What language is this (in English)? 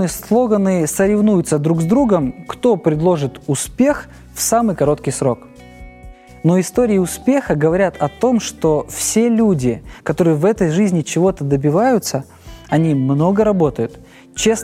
Russian